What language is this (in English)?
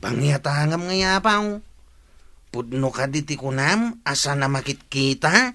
Iloko